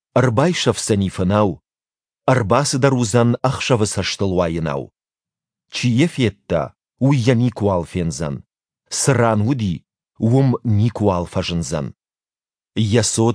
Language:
Ossetic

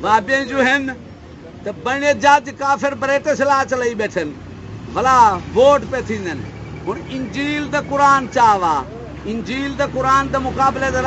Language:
Saraiki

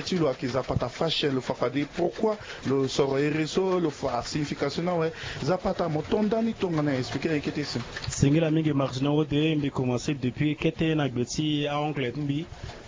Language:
Sango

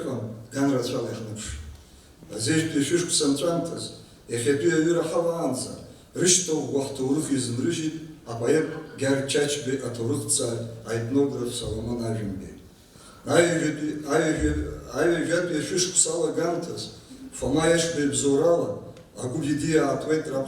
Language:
Abkhazian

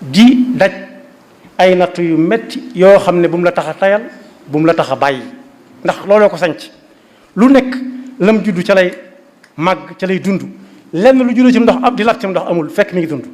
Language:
Wolof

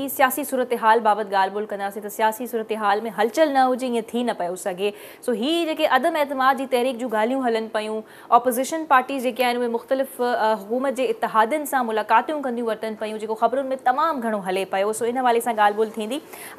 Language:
Sindhi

